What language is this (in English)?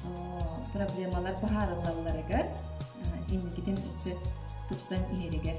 Yakut